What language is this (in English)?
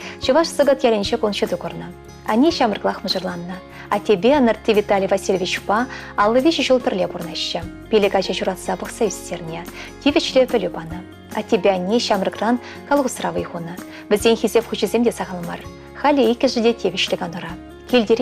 Chuvash